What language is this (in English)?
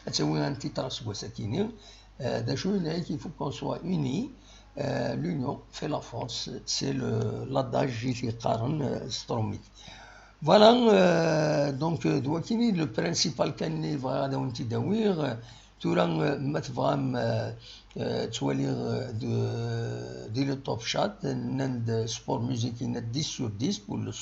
Kabyle